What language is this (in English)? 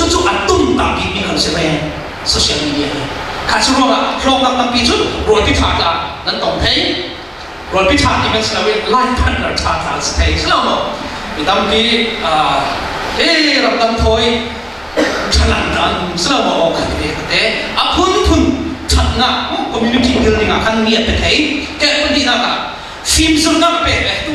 Falam Chin